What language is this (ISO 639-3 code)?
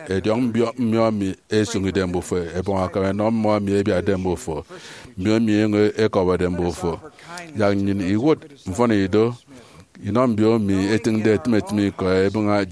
efi